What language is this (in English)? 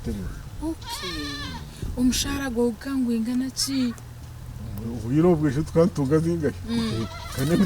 Nyankole